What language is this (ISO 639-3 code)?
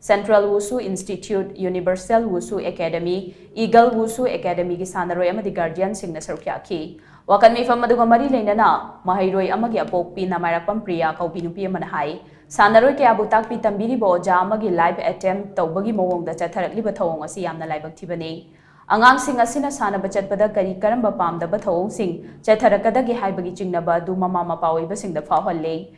mni